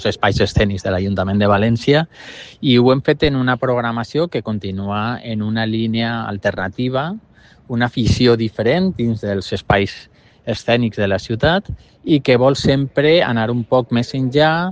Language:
Catalan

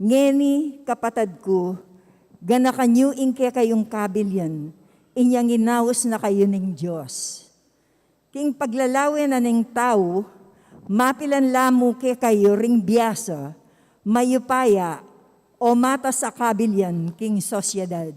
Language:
Pampanga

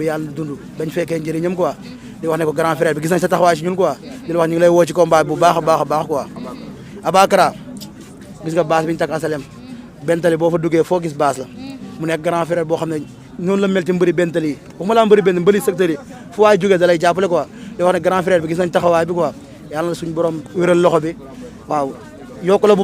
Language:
Wolof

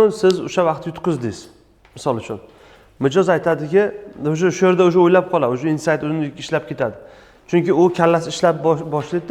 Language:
Uzbek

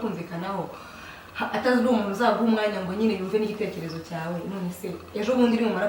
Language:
Kinyarwanda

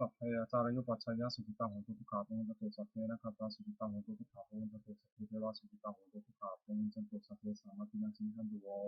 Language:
Pali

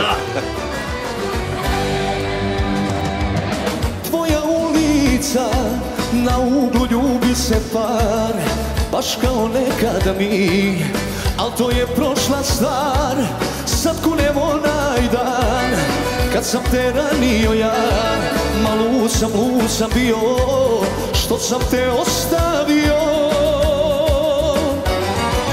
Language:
Serbian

